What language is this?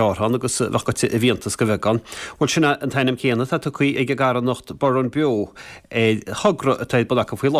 Irish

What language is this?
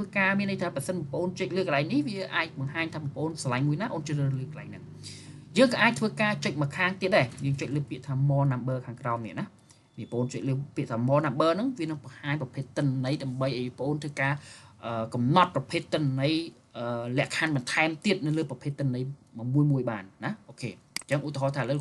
Khmer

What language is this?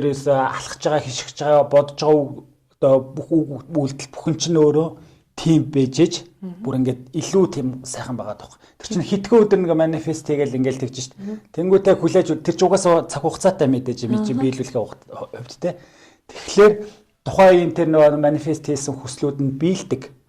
Mongolian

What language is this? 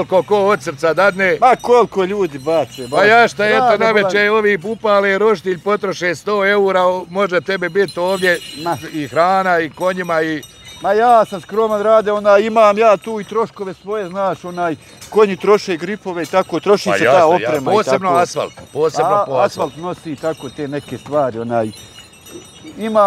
Bosnian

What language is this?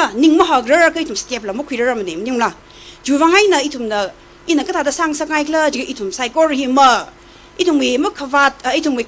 Tangkhul Naga (India)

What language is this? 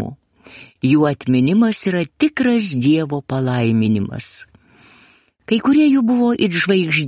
Lithuanian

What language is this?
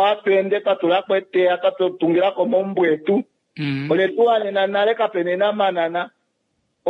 Kuanyama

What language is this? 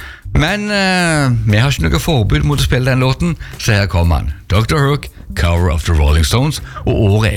Norwegian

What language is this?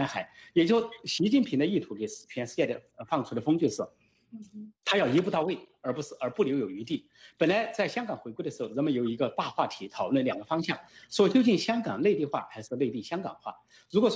Chinese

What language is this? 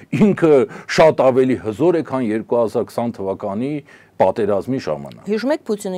Armenian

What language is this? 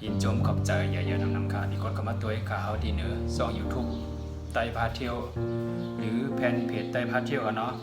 Shan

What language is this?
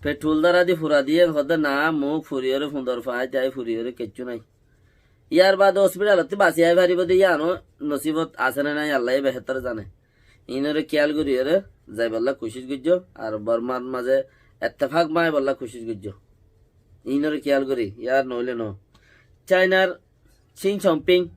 Rohingya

